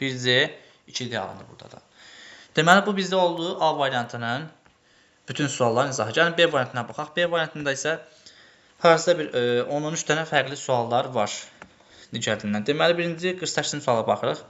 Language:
Azerbaijani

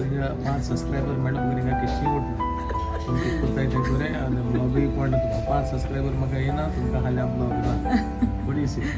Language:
Konkani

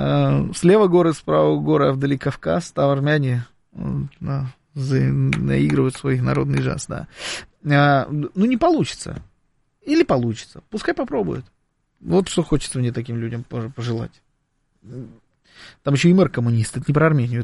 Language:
Russian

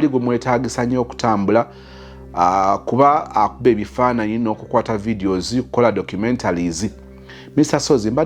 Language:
Ganda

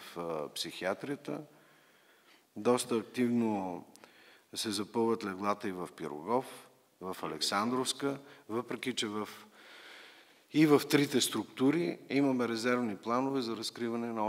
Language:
Bulgarian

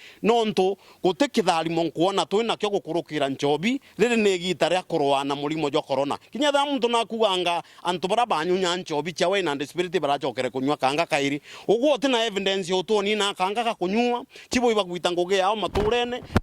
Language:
Meru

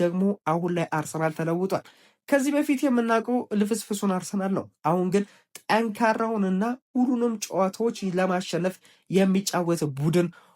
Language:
Amharic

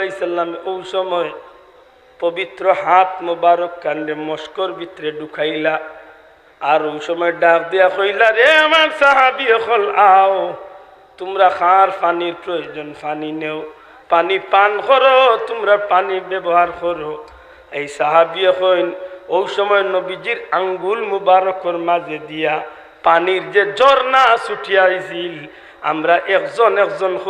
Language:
Sylheti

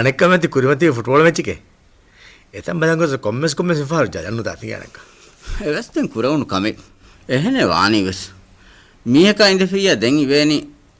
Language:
Divehi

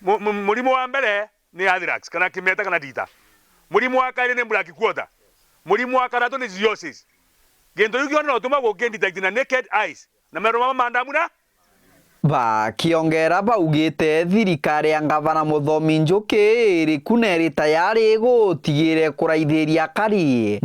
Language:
Meru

